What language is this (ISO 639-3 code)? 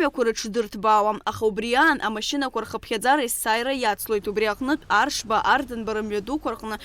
abk